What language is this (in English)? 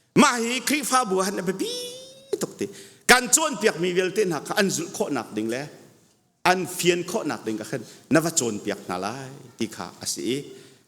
Hakha Chin